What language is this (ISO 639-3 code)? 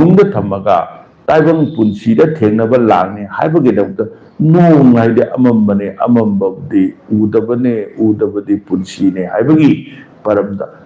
mni